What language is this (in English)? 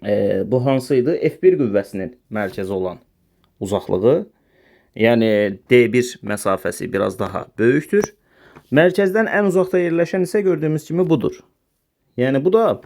Azerbaijani